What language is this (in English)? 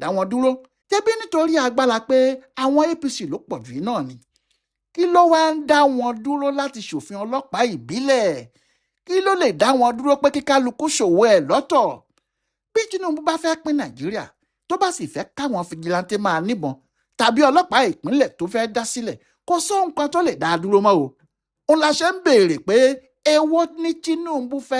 Yoruba